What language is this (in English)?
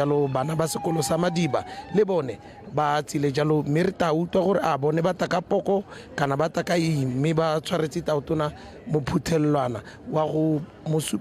Tswana